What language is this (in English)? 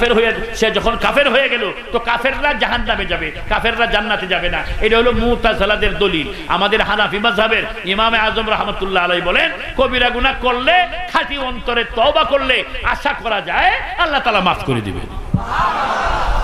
Bangla